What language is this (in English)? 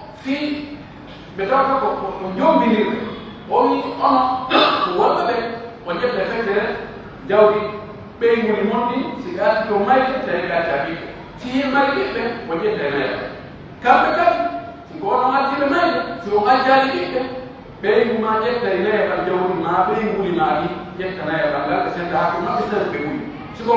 Pular